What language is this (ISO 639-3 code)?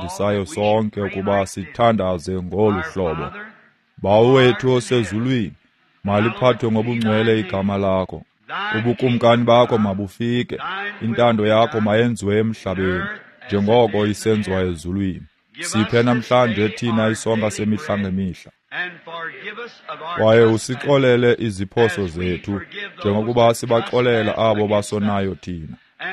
xho